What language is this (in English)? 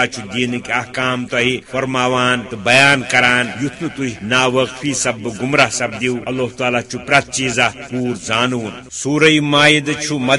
Kashmiri